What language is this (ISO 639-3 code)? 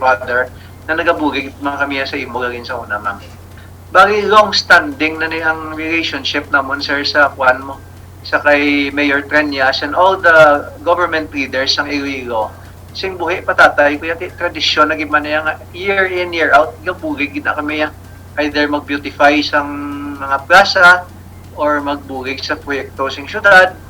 hil